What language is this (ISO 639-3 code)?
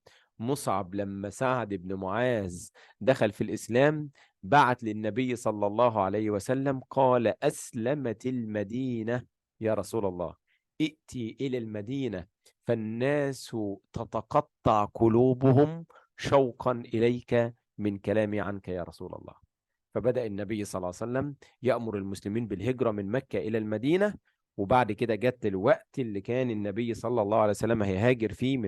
arz